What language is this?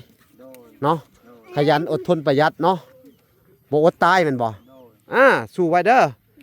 Lao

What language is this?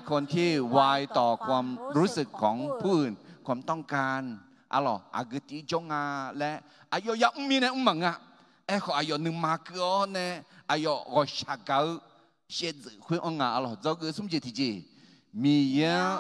Akha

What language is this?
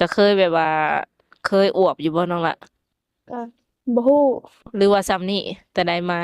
Lao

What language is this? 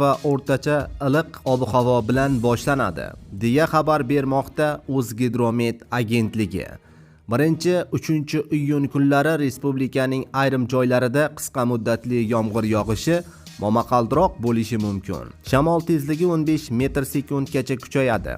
Uzbek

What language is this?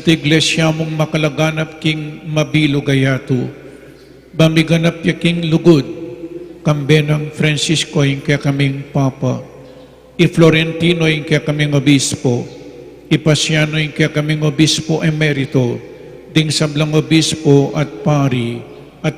Pampanga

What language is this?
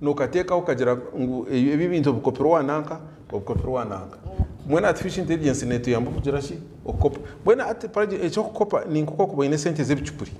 Nyankole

